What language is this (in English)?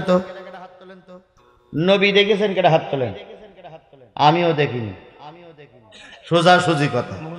Bangla